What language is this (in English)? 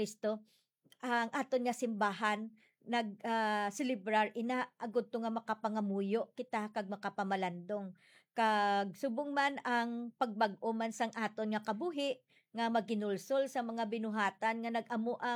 Hiligaynon